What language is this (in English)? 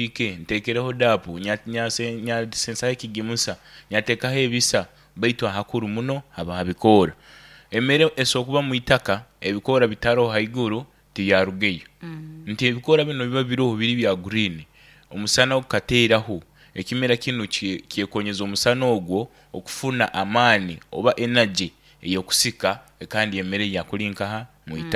Nyoro